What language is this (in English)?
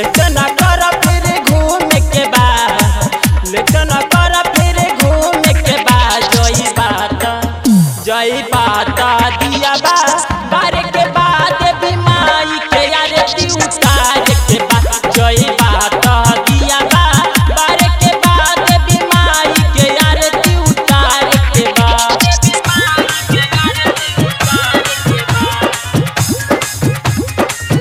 Bhojpuri